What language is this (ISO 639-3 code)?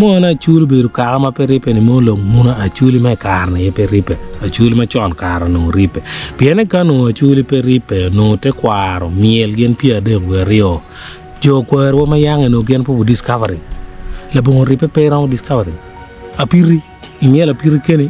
ach